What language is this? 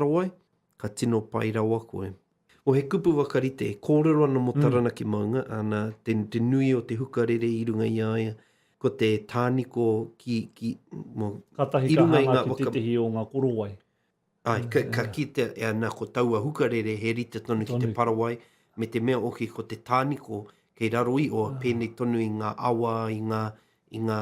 Māori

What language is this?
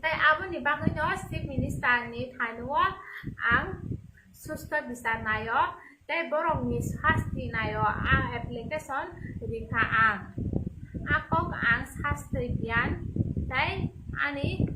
Kok Borok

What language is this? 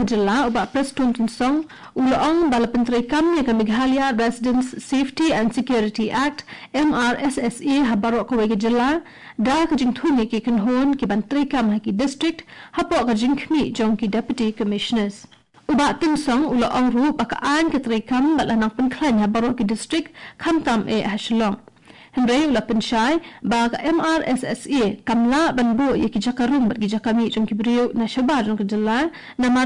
Khasi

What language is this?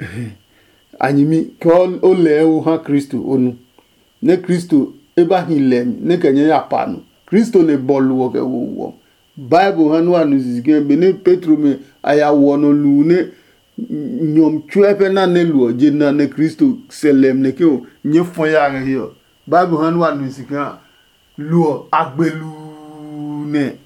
Adangme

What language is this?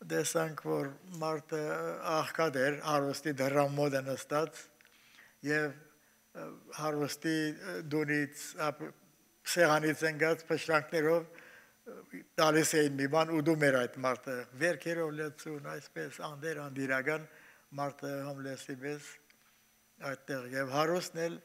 Armenian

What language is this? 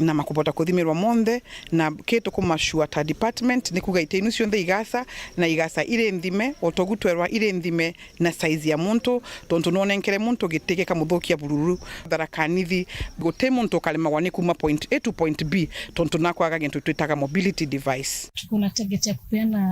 Meru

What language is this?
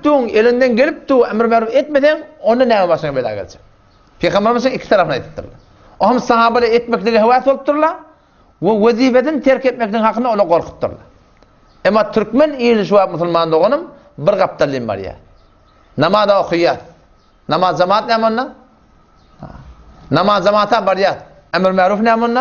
Turkmen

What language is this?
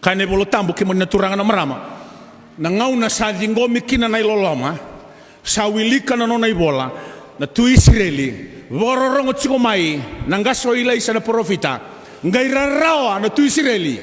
Fijian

